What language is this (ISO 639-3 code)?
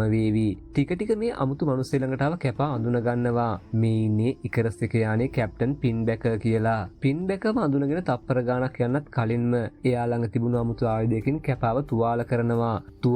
sin